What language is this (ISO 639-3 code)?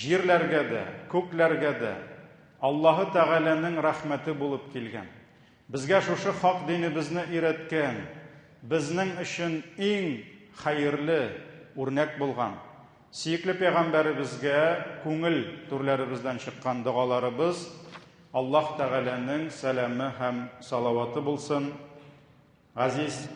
tat